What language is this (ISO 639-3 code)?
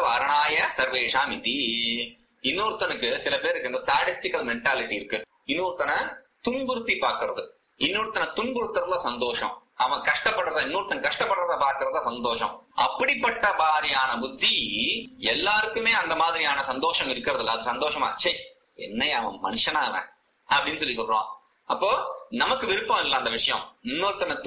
tam